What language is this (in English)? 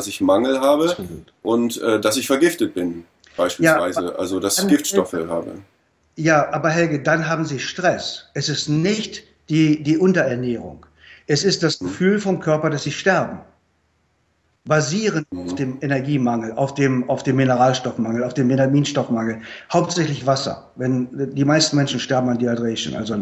German